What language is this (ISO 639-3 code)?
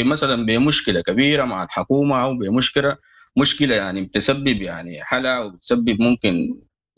apd